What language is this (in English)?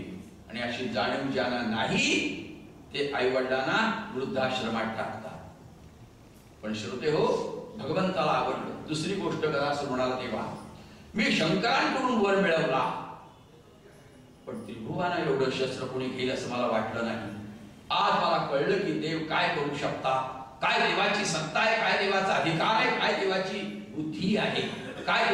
Marathi